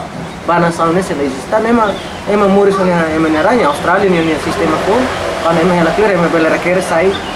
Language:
Tetum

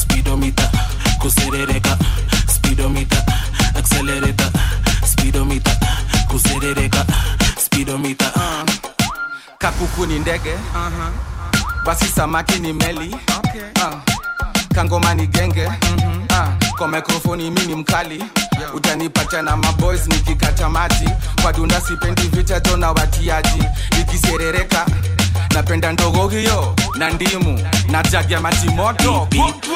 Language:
Swahili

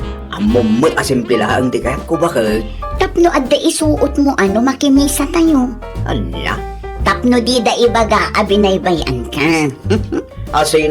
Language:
Iloko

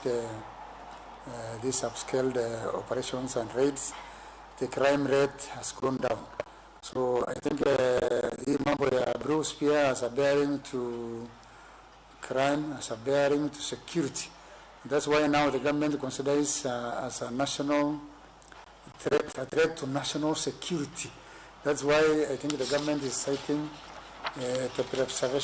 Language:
Luo (Kenya and Tanzania)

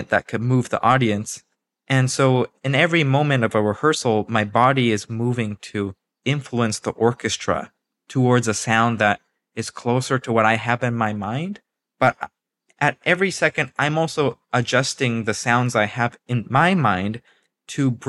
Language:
English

